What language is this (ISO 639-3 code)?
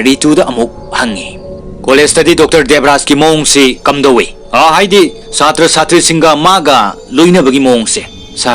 mni